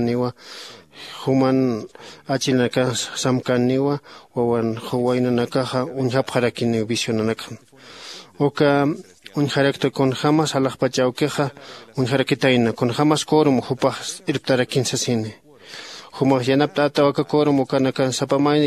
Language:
Aymara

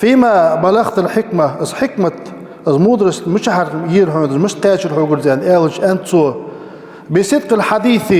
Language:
Ingush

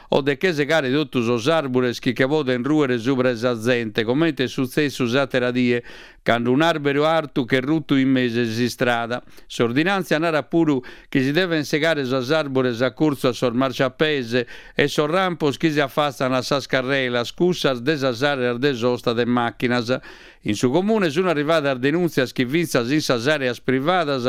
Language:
Sardinian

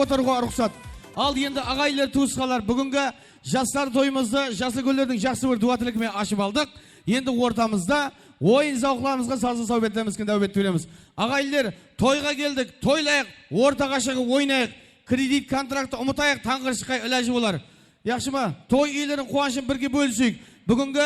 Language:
Kara-Kalpak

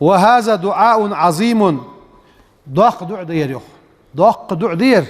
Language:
Ingush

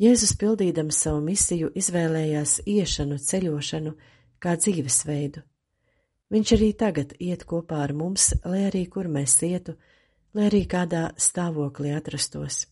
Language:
Latvian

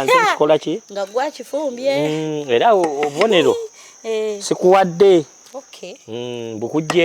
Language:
Ganda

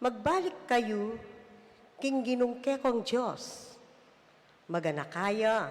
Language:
Pampanga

